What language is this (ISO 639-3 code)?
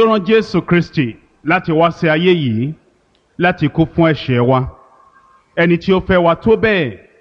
yor